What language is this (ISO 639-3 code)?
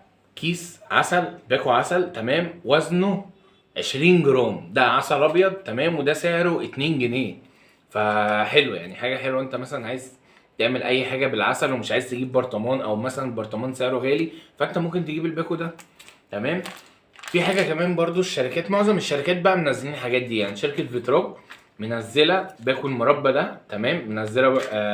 arz